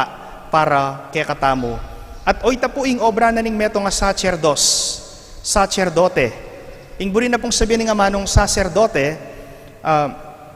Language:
Pampanga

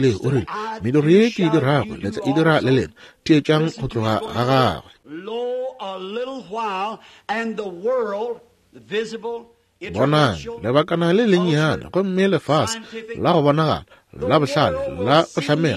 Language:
Northern Sotho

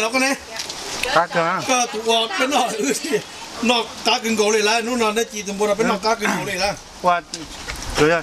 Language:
Hmong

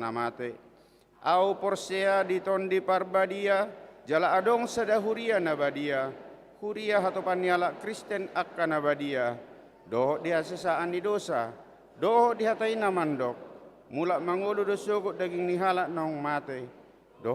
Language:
Batak Toba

